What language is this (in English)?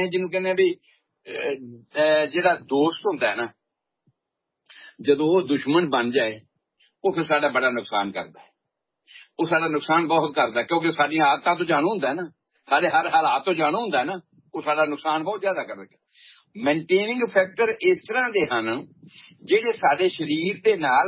Punjabi